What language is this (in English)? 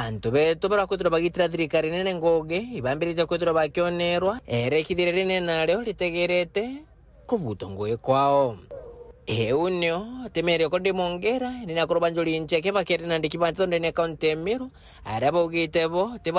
Meru